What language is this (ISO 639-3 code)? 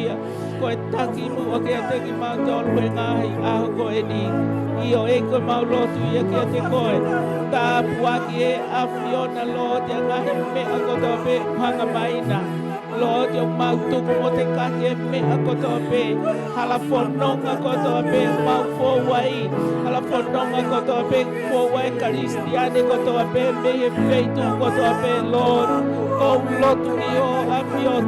ton